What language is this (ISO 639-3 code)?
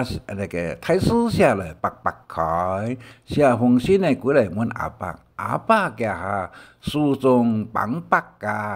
hak